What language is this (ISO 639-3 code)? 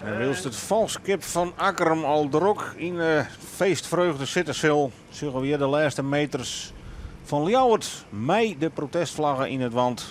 fry